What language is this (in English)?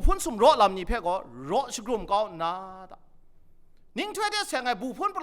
Kachin